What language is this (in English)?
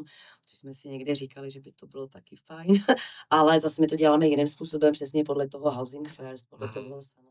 Czech